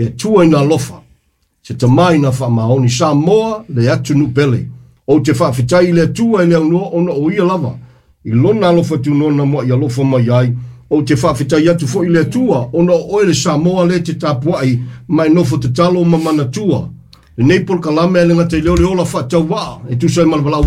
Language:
Samoan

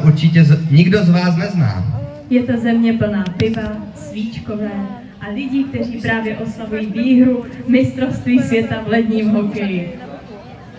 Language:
Czech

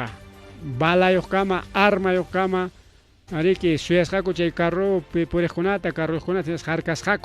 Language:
Ayacucho Quechua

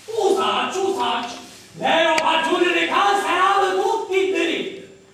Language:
Sicilian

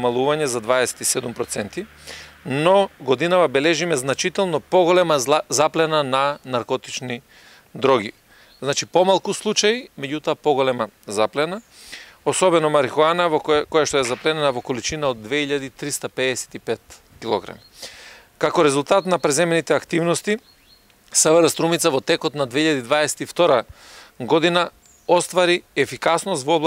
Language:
Macedonian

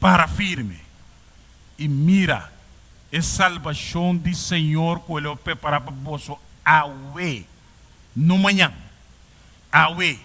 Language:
Papiamento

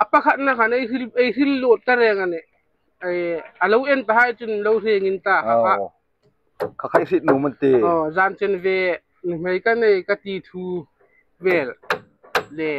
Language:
Hmar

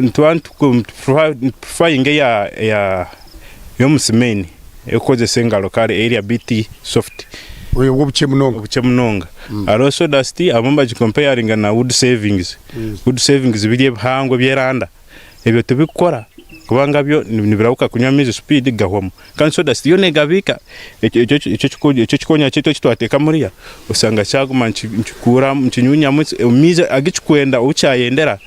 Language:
Nyankole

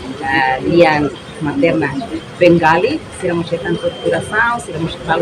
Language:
Tetum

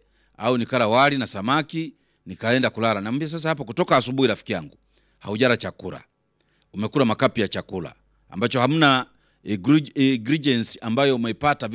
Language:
Swahili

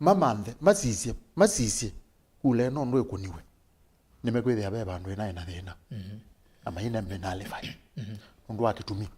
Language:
Kamba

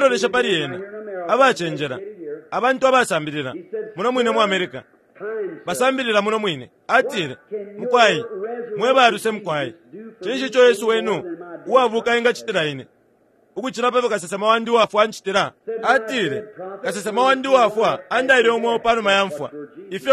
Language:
Bemba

